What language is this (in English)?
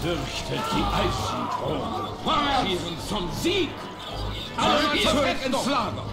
Swiss German